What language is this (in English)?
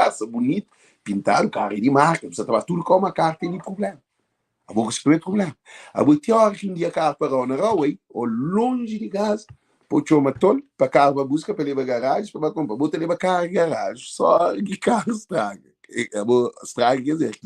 Kabuverdianu